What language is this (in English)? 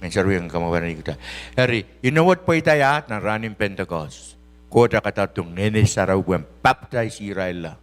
Pohnpeian